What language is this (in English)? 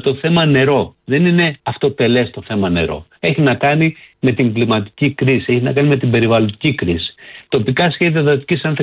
Greek